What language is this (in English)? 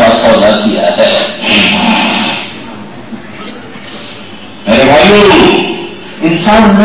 Urdu